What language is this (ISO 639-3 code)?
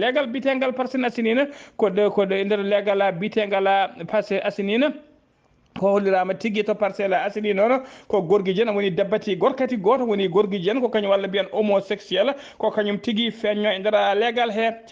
ful